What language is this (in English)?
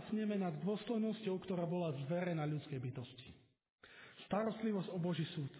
Slovak